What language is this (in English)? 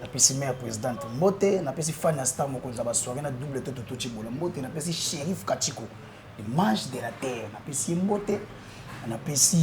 Lingala